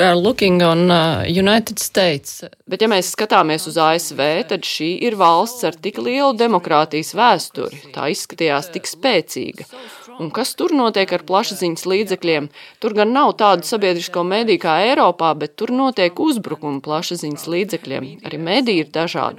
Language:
Latvian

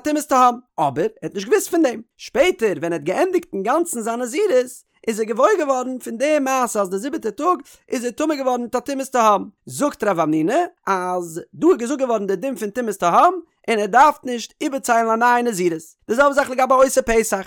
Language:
Yiddish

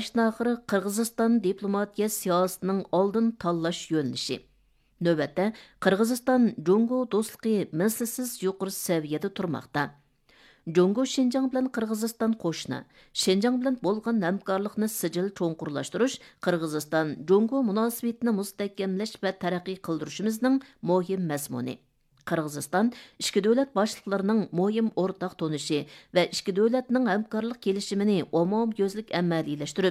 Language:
Uyghur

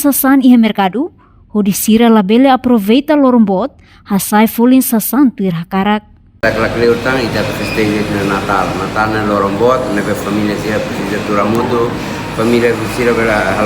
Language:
Tetum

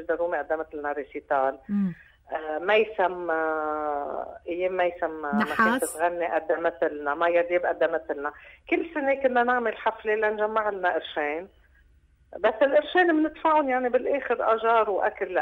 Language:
North Levantine Arabic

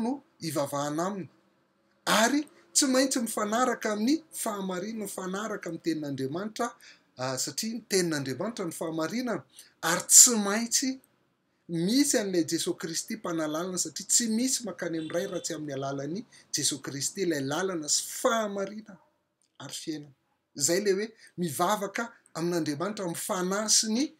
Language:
Malagasy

